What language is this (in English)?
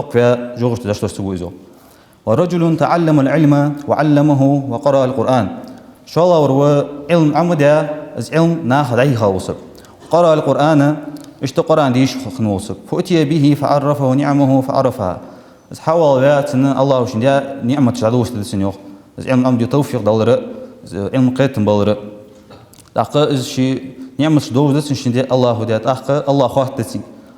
Ingush